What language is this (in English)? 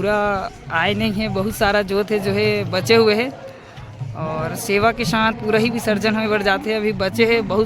Chhattisgarhi